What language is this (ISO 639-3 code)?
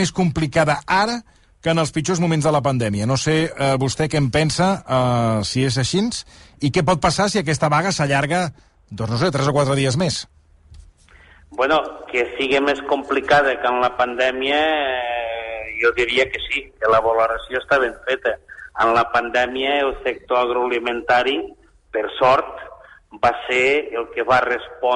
cat